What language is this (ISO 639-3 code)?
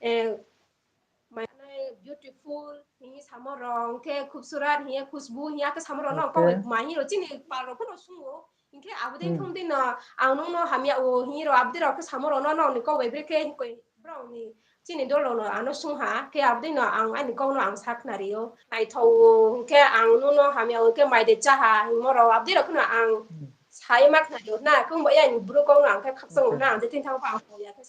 ria